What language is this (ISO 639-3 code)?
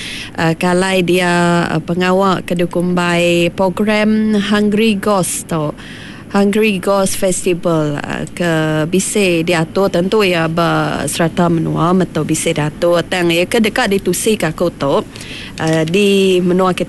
iba